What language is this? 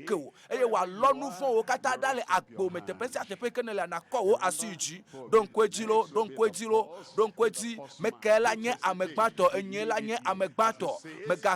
Ewe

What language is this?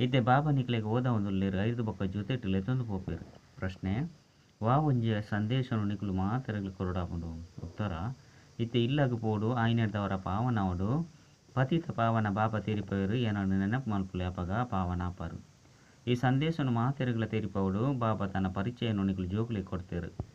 Tulu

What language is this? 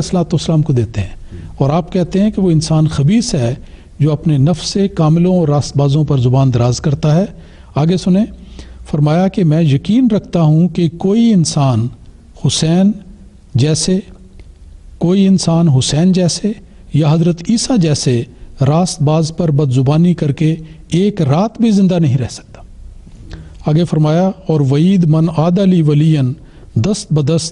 Urdu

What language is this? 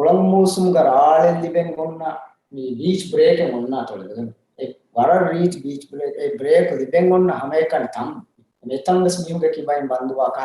Divehi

